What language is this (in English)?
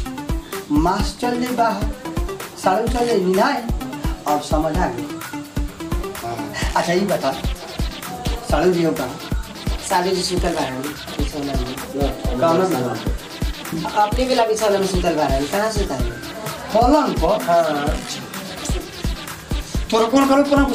Bhojpuri